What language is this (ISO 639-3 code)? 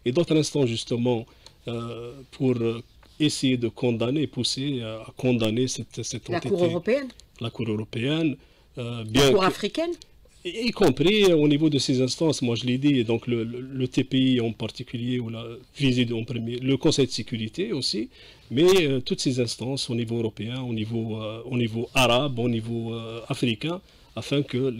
fra